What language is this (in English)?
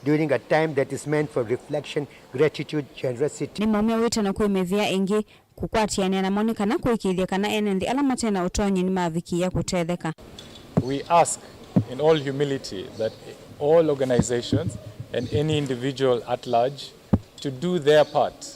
Kamba